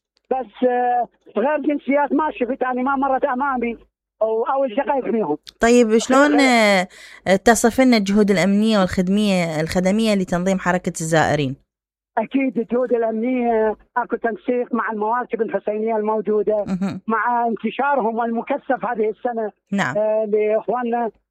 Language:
Mesopotamian Arabic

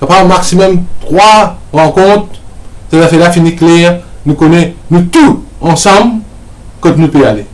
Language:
Morisyen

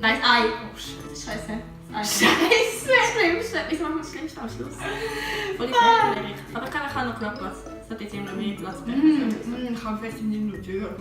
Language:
Swiss German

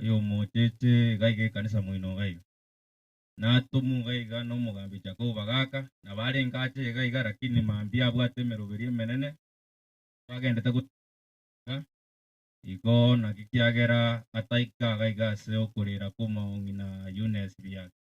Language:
Gusii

